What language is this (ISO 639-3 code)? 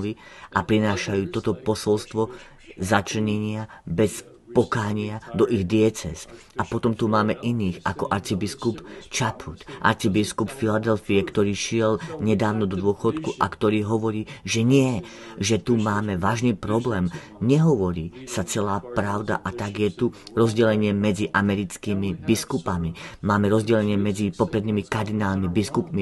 slk